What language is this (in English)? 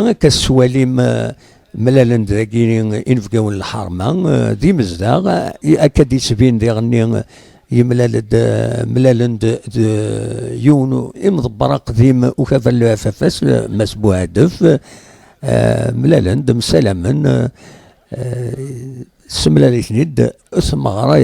Kabyle